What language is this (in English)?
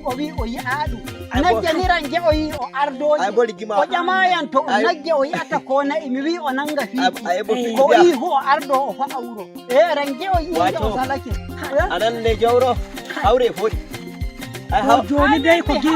Nigerian Fulfulde